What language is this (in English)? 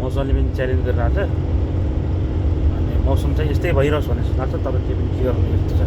Nepali